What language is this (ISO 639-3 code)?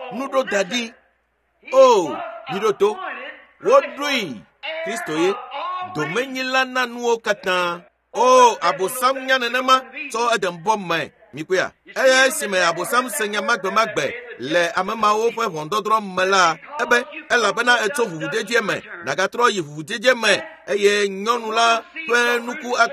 ewe